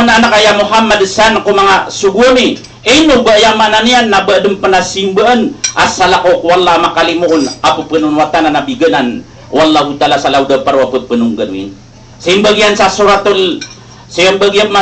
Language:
Maranao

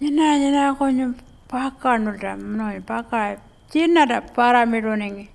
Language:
Pitjantjatjara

